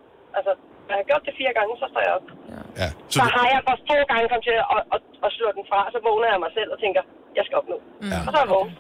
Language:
Danish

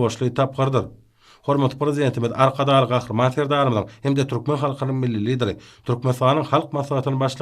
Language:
Turkmen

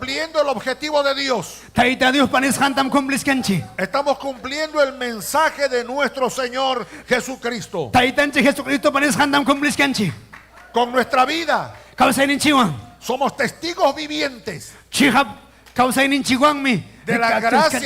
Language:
Ayacucho Quechua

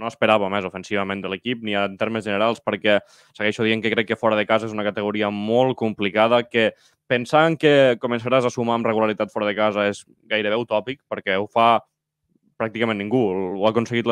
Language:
Catalan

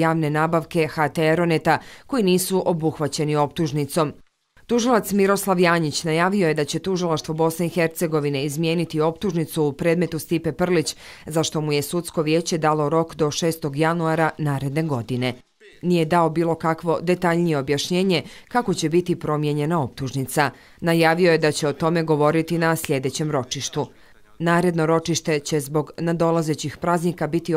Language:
Bosnian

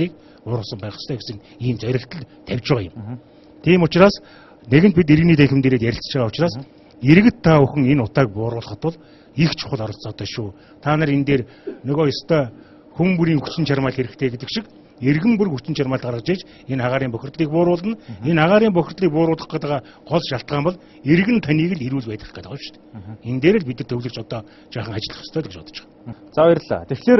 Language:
Mongolian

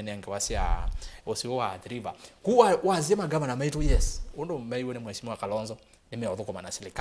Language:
Kamba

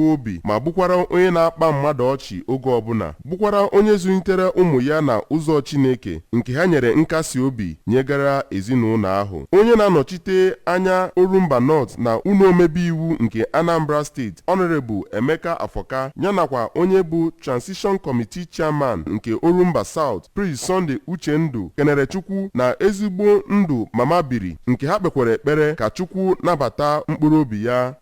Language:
Igbo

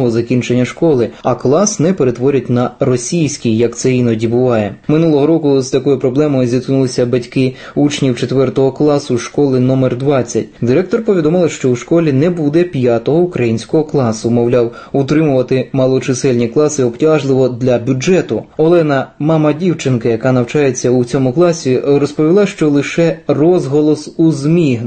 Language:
Ukrainian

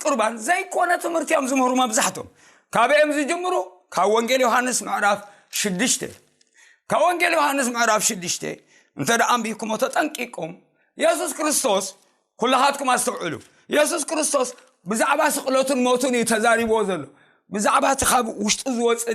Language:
Tigrinya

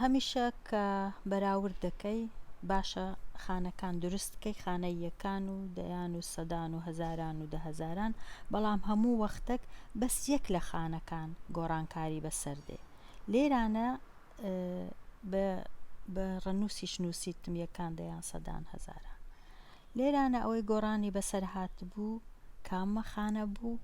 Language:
Central Kurdish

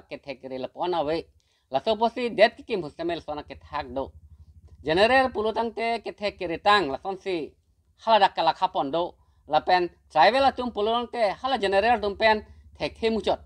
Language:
Karbi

